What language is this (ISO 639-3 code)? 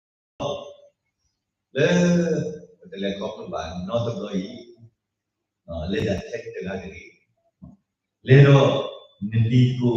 ksw